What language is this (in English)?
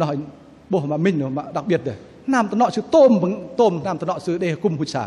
Bahnar